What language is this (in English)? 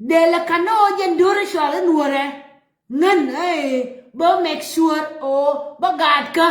Nuer